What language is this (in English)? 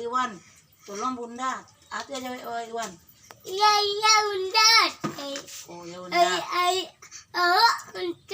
Minangkabau